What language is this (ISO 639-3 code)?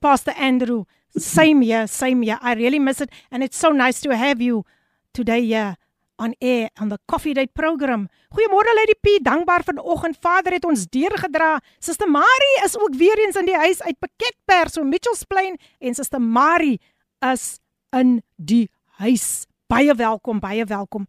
afr